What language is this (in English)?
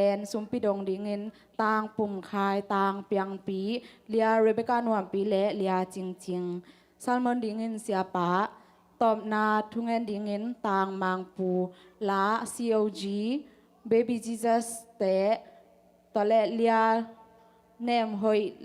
Tedim Chin